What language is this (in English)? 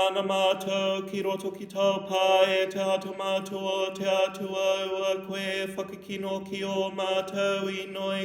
Māori